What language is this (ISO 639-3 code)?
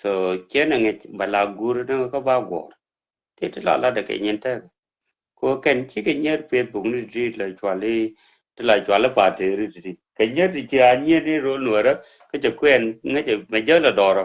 nus